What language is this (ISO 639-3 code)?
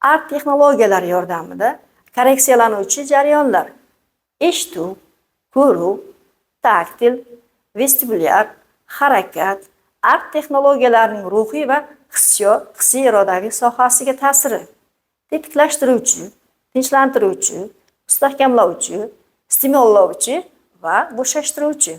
uzb